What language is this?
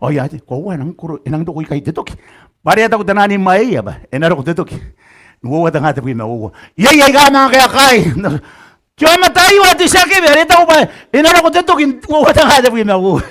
Gilbertese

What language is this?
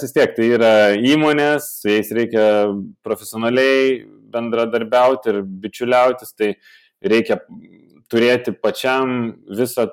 Lithuanian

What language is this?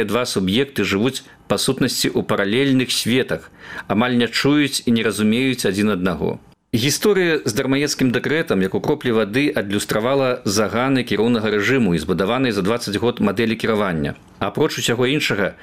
Belarusian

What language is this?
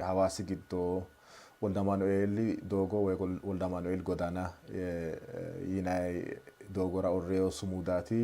Sidamo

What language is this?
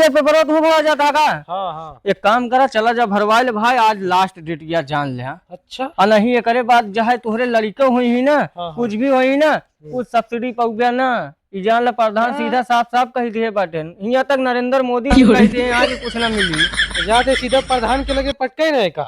Awadhi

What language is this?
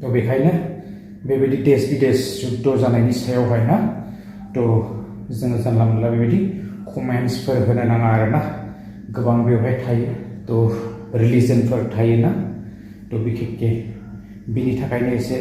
Bodo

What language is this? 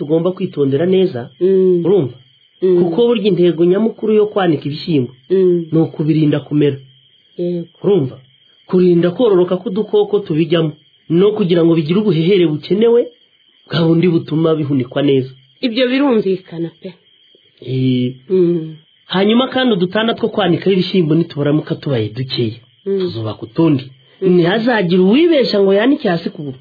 Kinyarwanda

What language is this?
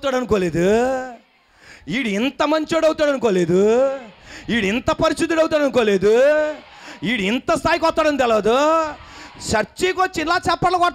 Telugu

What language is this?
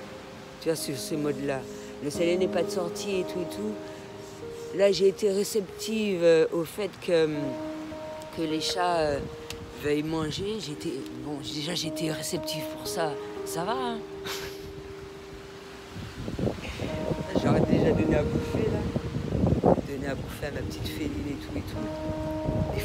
French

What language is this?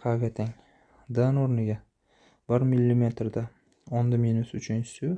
Uzbek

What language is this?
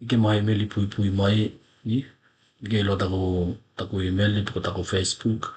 Tokelau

